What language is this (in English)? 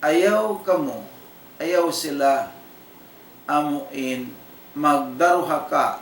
Tausug